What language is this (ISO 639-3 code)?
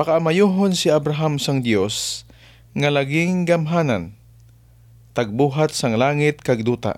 hil